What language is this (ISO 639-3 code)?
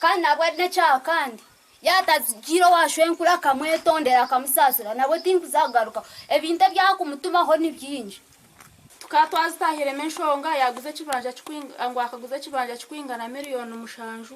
nyn